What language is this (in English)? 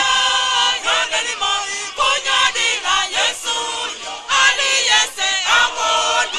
Nyanja